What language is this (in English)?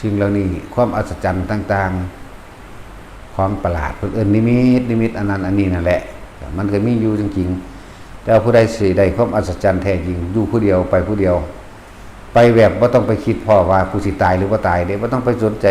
Northeastern Thai